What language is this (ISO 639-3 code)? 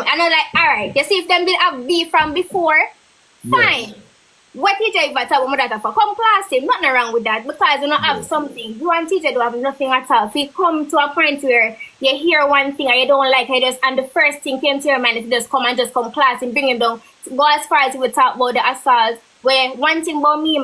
jam